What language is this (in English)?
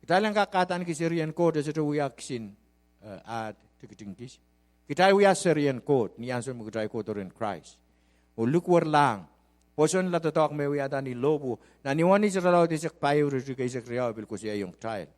Pohnpeian